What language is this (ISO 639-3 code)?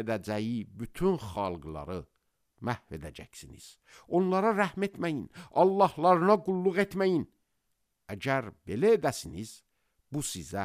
aze